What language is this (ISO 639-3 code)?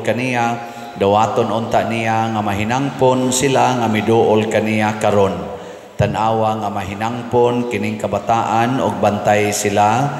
ceb